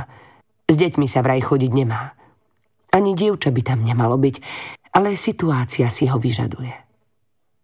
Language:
Slovak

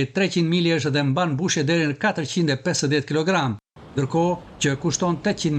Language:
Albanian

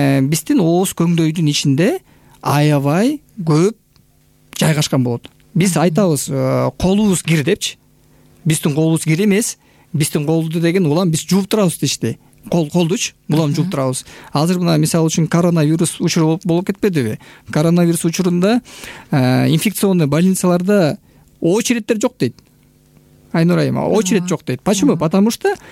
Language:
Kyrgyz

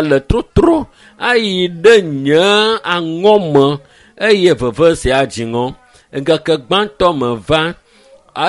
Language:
Ewe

